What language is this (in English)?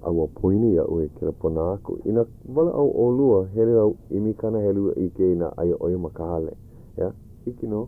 Hawaiian